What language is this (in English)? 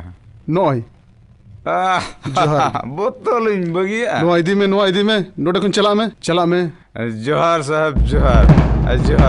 Santali